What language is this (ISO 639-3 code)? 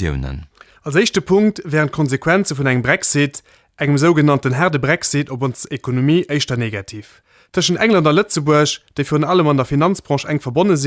ltz